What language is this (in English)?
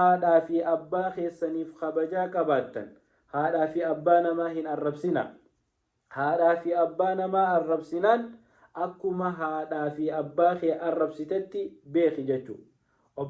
Oromo